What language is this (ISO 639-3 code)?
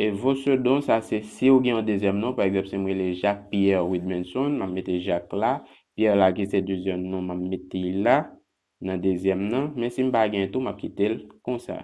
hat